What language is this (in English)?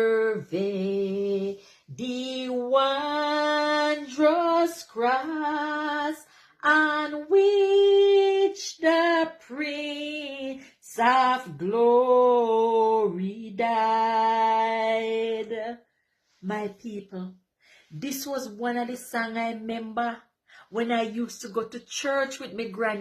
Jamaican Creole English